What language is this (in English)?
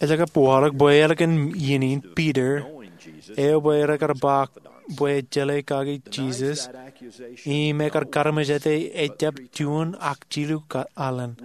Marshallese